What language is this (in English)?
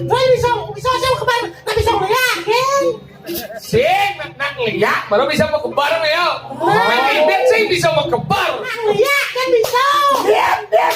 Balinese